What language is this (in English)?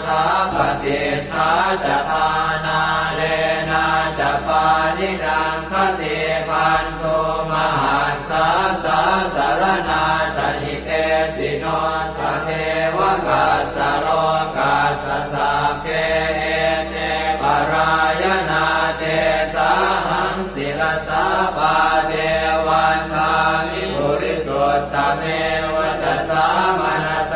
Pali